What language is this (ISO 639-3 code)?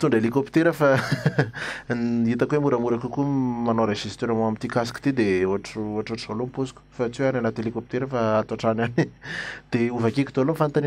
mlg